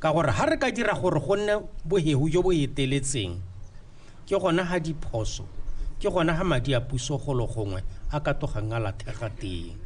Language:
Tswana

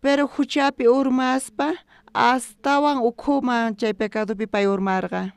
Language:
South Bolivian Quechua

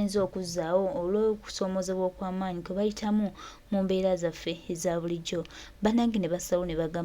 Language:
Ganda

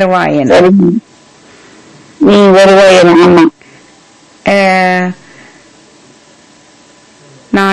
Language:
Tamil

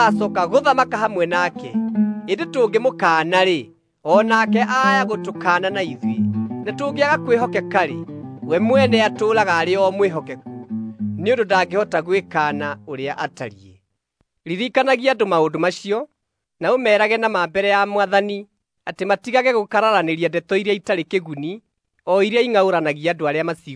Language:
Kikuyu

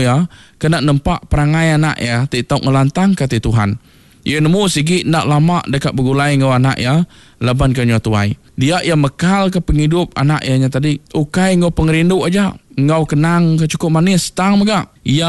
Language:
Iban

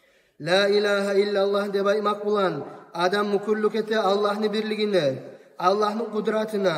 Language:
Kumyk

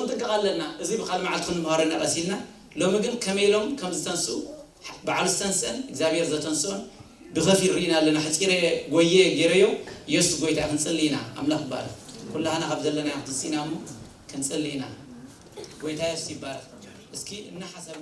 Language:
Tigrinya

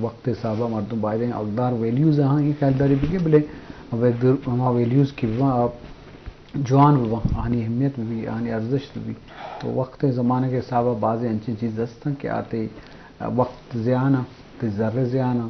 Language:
Eastern Balochi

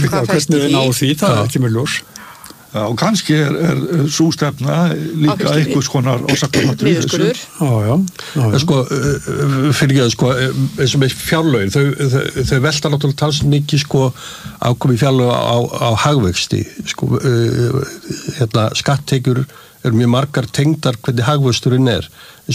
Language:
Icelandic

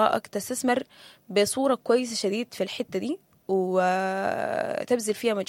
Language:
Sudanese Arabic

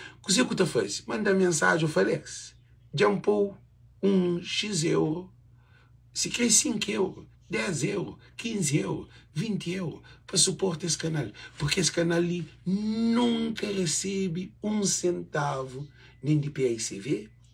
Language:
Kabuverdianu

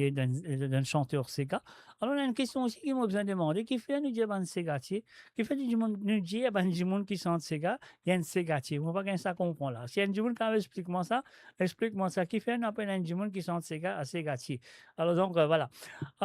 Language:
Morisyen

